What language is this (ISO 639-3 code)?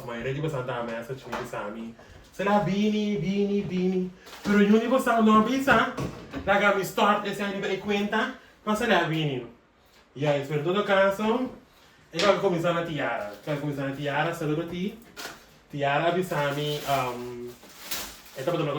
pap